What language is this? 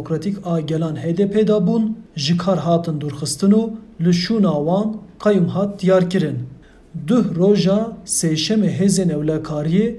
Kurdish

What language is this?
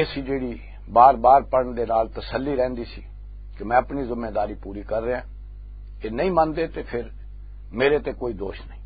Western Panjabi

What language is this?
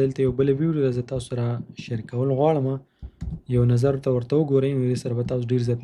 Pashto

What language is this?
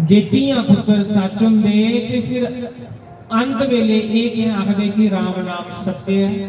Dogri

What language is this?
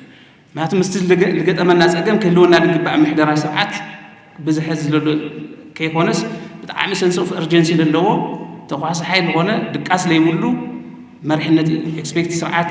Tigrinya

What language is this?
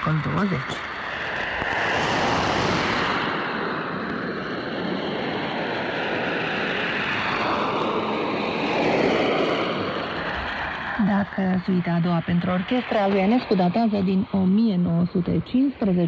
Romanian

